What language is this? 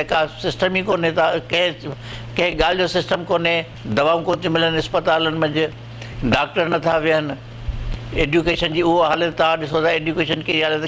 Sindhi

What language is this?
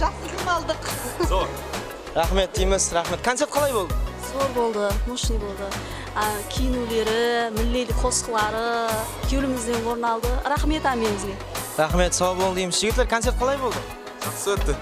Kara-Kalpak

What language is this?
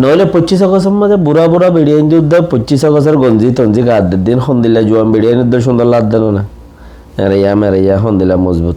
Rohingya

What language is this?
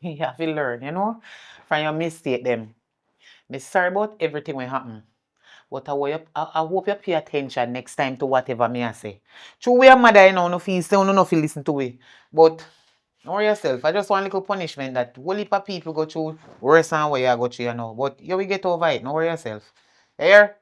Jamaican Creole English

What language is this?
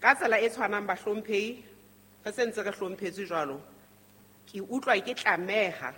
Southern Sotho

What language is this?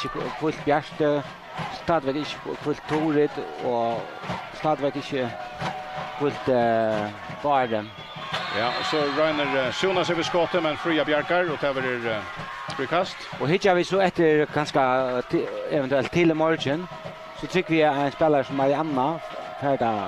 Faroese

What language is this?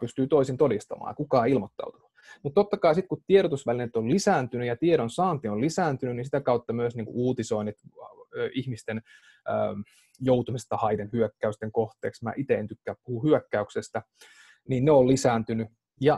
Finnish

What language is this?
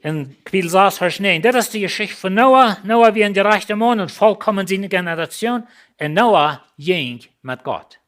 Plautdietsch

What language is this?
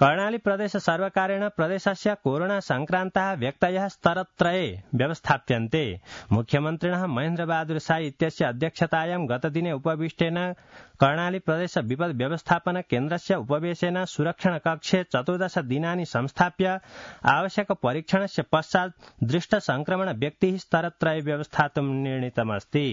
Sanskrit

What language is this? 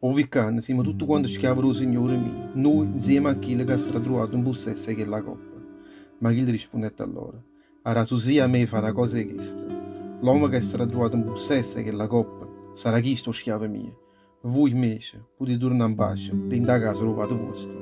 Neapolitan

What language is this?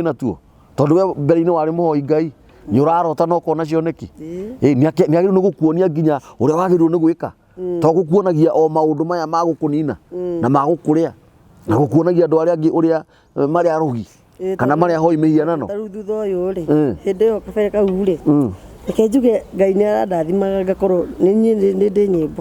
Kikuyu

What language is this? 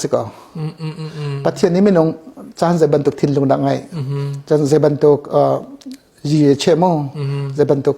Hakha Chin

